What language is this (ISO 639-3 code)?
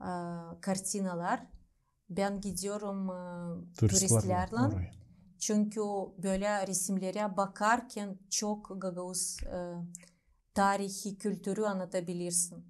gag